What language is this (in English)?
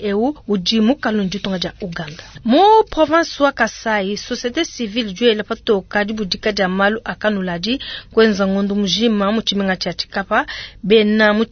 Luba-Lulua